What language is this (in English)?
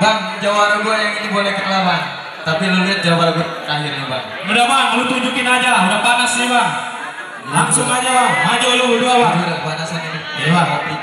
Betawi